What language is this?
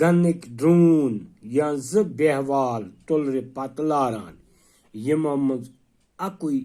Kashmiri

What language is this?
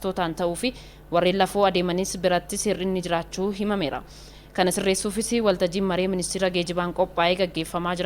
Oromo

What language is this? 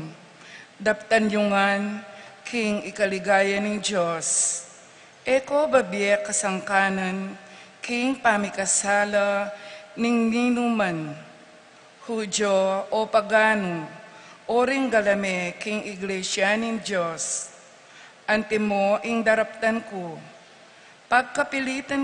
Pampanga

